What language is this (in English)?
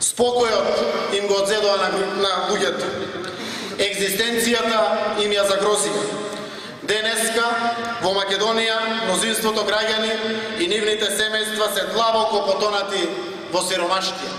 Macedonian